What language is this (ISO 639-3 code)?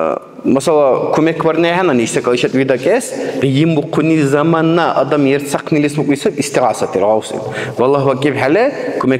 dar